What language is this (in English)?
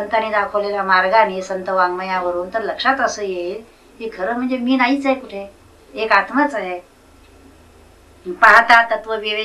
Marathi